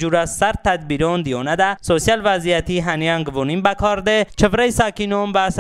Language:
Talysh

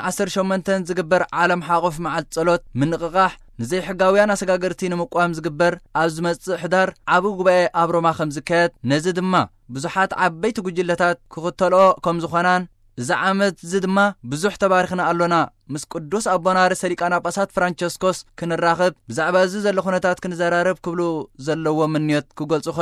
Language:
Tigrinya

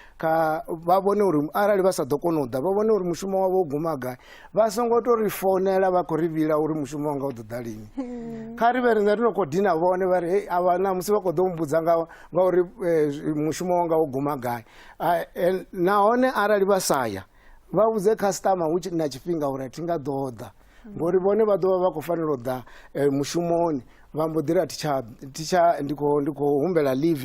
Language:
Venda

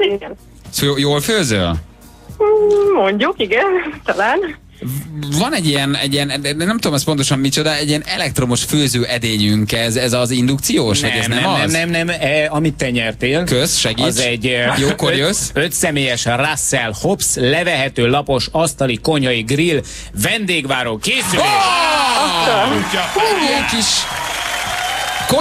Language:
Hungarian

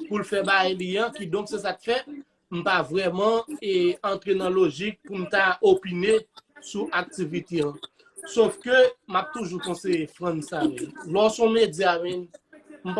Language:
Haitian Creole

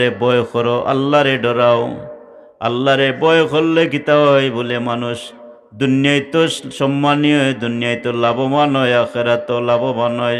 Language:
Sylheti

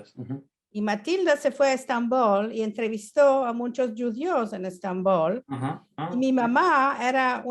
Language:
Ladino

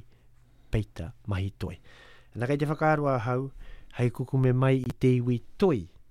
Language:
Māori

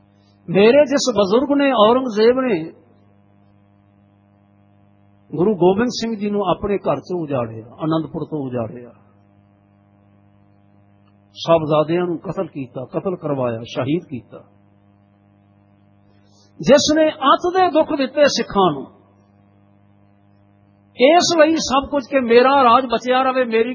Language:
Punjabi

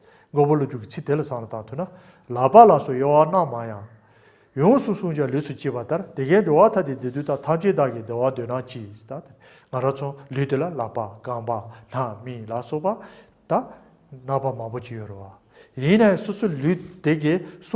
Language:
Tibetan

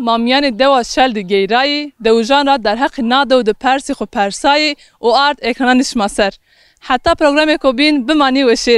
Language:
Zaza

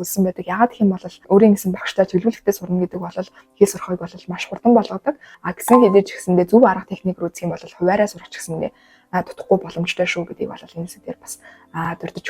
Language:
Mongolian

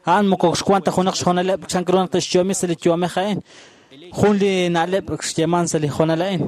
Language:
Kekchí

